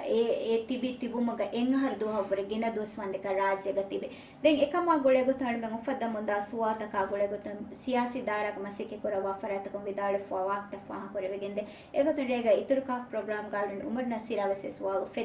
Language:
Divehi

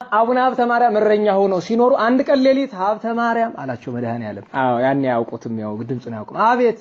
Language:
Amharic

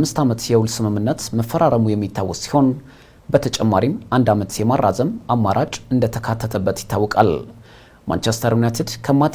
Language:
Amharic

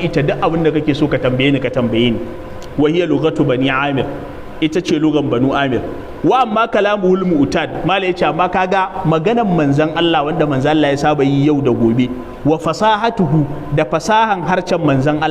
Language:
Hausa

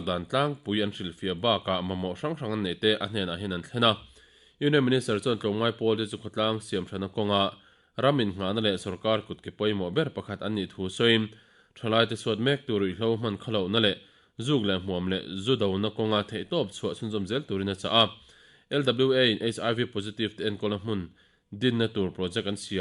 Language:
Mizo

